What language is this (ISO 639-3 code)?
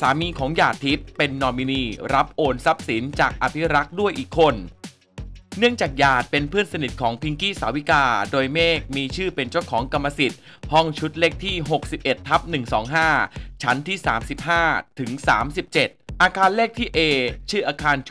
tha